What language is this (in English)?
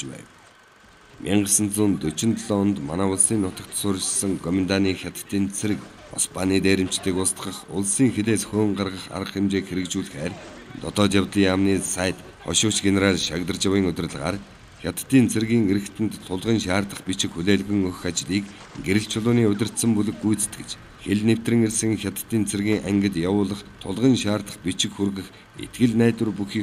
Mongolian